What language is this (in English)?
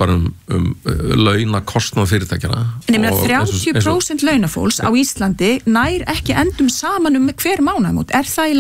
Icelandic